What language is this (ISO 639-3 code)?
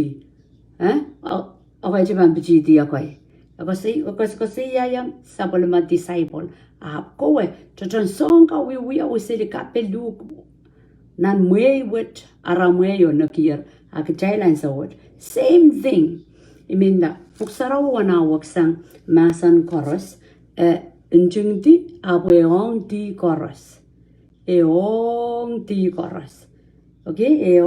pon